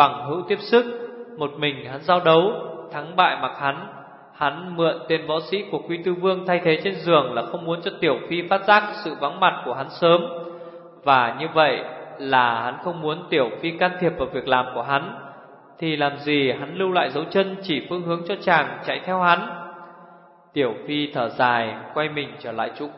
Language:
Vietnamese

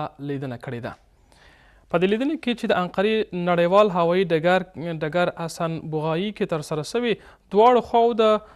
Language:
Pashto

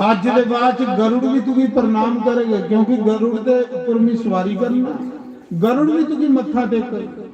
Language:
Dogri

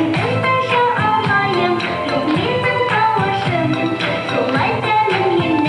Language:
Bashkir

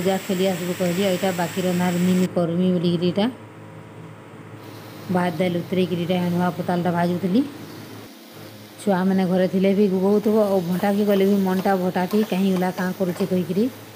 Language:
Sambalpuri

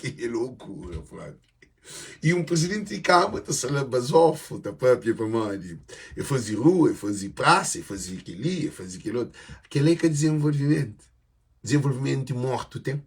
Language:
Kabuverdianu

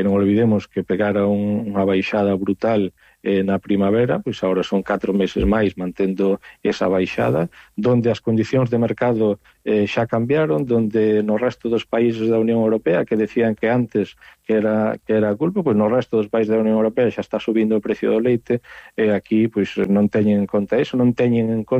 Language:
Galician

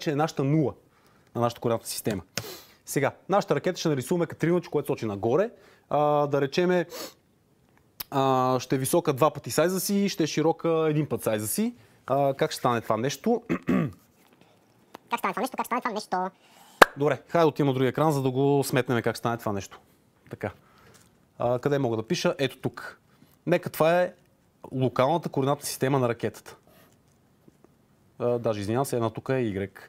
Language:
Bulgarian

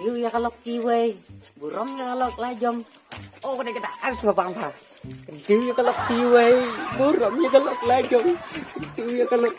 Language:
Khasi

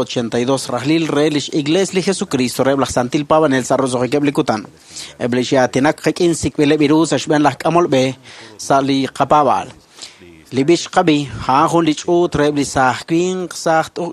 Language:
Kekchí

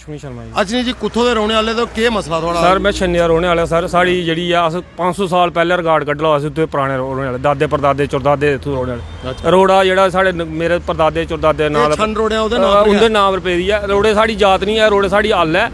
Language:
Dogri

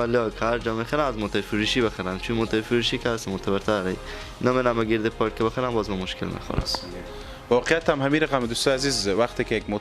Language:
Persian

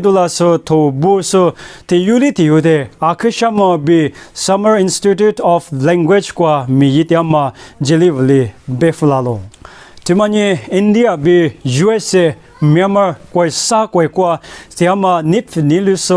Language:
Lisu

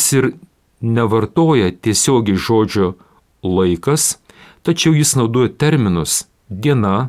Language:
Lithuanian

